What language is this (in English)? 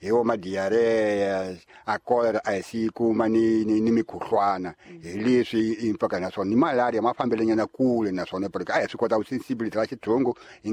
Tsonga